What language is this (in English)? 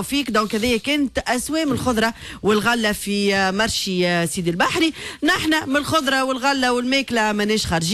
Tunisian Arabic